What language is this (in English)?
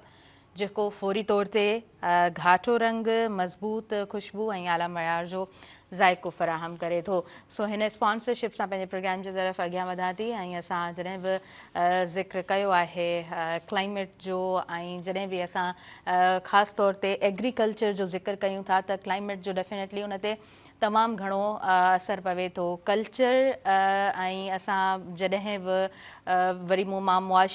Sindhi